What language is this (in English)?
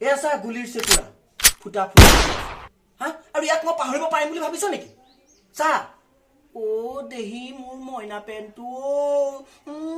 Assamese